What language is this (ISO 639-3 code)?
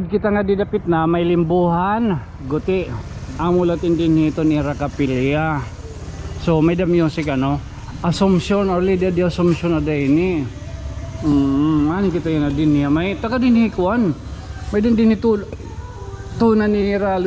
war